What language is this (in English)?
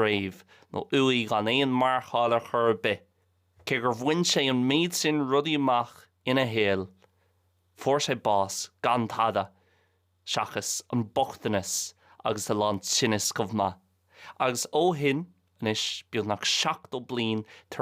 Irish